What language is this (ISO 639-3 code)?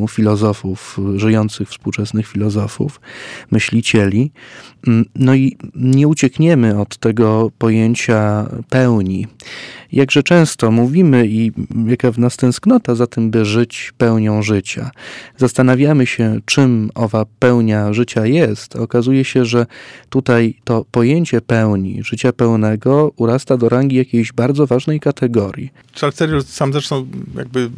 pol